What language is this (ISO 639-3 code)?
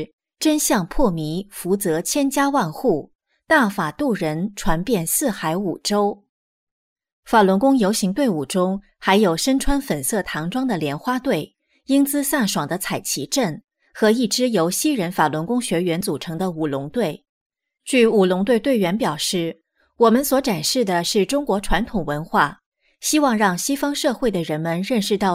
zho